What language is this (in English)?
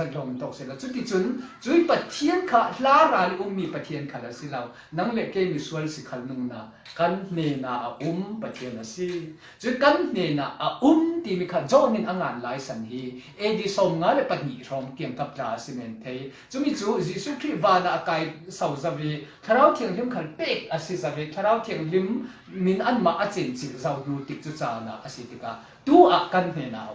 Falam Chin